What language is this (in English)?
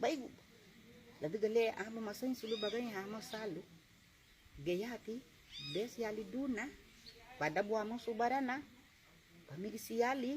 Garifuna